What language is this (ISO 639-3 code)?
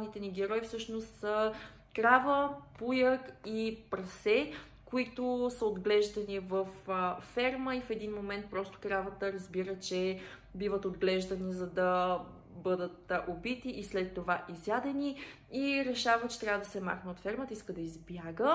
bul